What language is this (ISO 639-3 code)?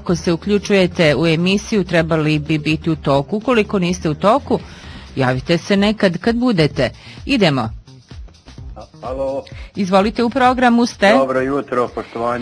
bos